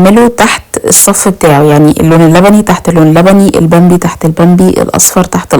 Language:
Egyptian Arabic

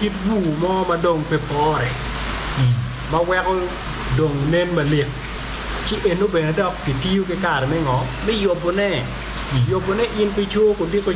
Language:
Acoli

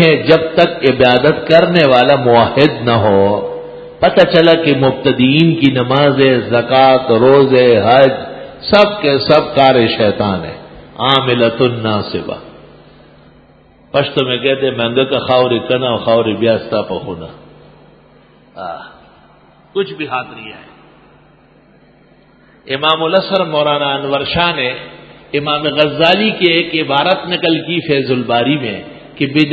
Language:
Urdu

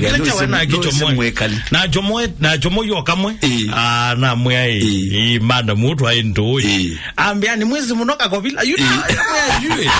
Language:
Kamba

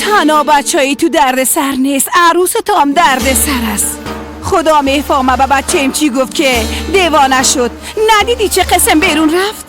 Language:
Persian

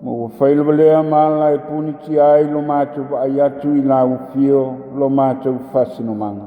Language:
Samoan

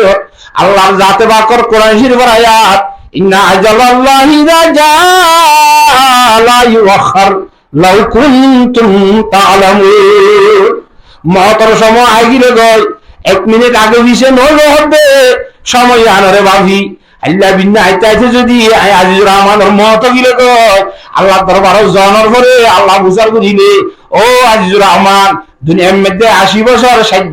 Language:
Rohingya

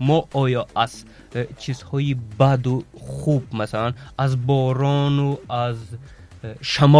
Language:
Tajik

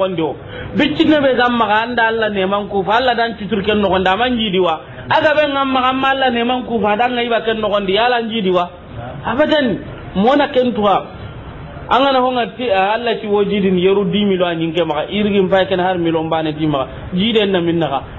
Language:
Soninke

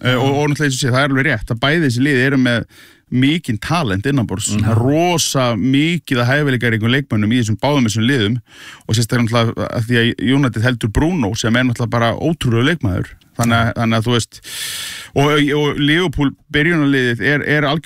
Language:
Icelandic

